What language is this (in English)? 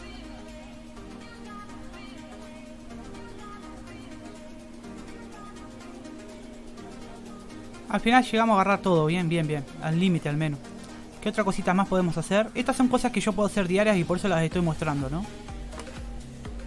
Spanish